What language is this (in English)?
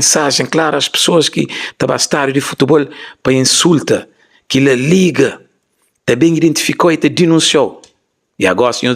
Kabuverdianu